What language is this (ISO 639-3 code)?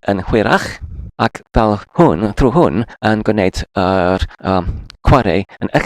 cym